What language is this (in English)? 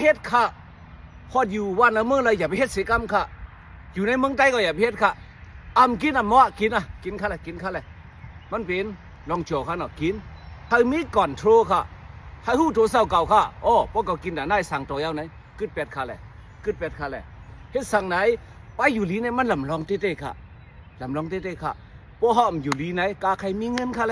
Shan